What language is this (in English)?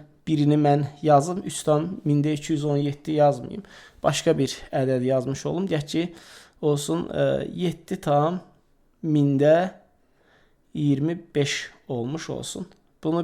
Azerbaijani